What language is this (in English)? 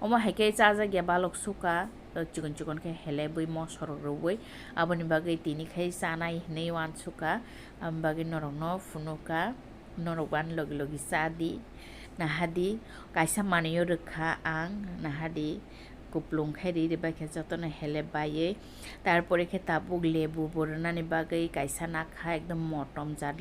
Kok Borok